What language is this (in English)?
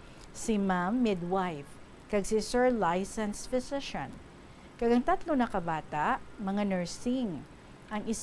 Hiligaynon